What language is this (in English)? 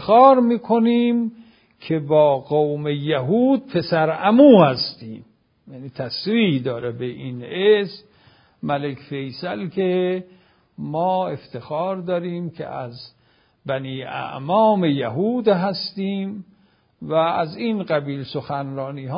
Persian